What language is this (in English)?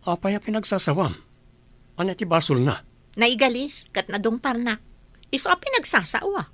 Iloko